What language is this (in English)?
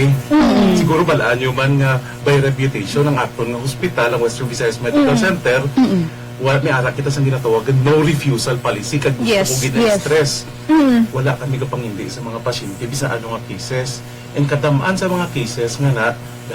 Hiligaynon